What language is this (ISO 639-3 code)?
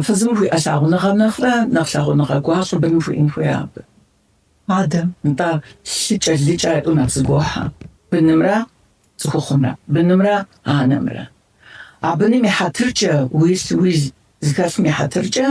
kbd